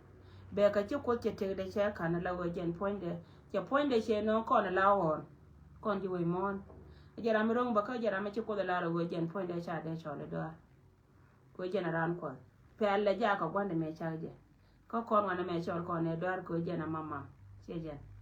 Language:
Nuer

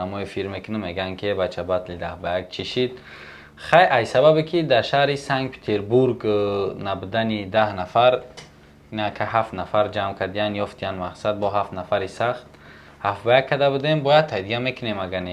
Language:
Tajik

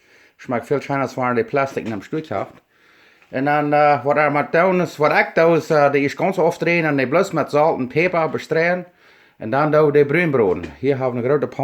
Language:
Plautdietsch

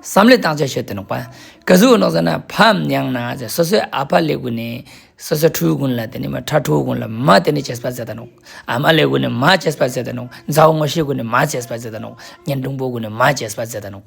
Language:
Ladakhi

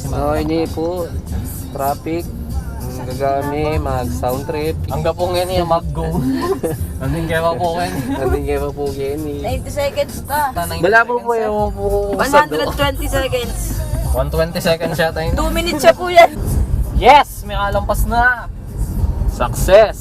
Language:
Pampanga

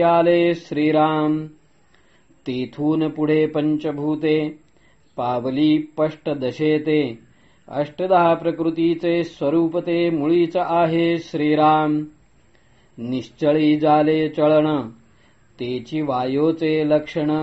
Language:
Marathi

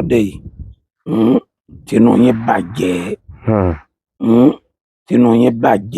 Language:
Yoruba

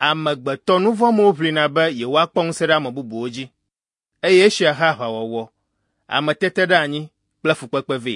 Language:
Ewe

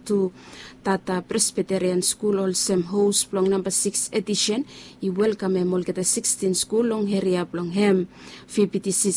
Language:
Bislama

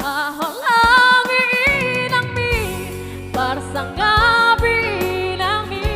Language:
Batak Toba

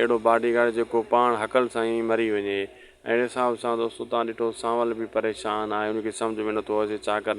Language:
Sindhi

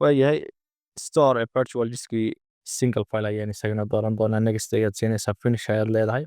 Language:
Somali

